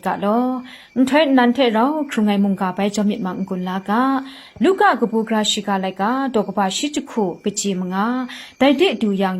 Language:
Kachin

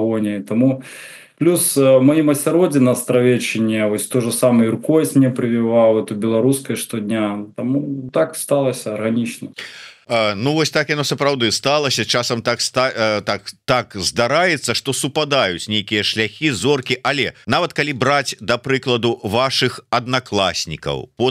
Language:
Belarusian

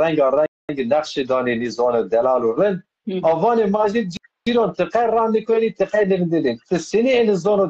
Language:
Zaza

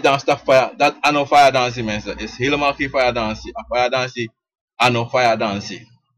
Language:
Sranan Tongo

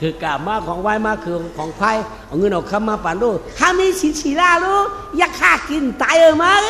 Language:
Shan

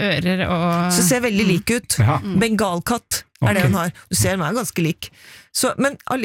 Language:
Norwegian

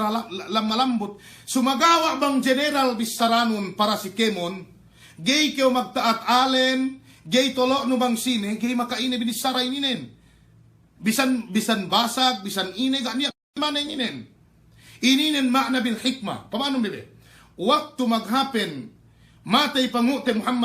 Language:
Yakan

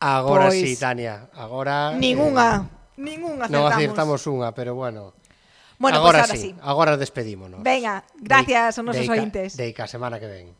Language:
Galician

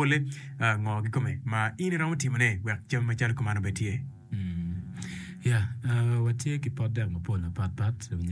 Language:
Acoli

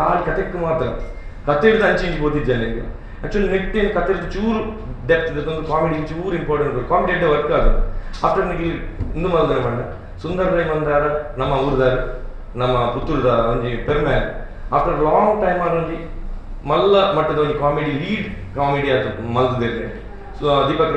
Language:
Tulu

